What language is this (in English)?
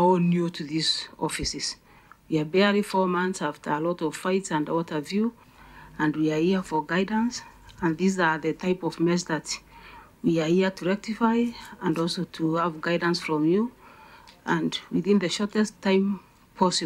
Meru